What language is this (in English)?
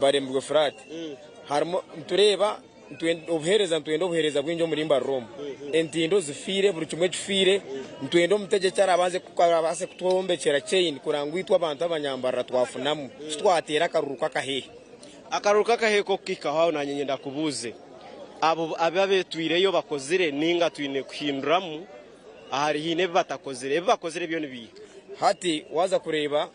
Nyankole